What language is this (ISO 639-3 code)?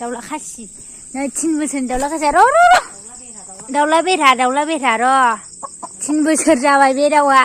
brx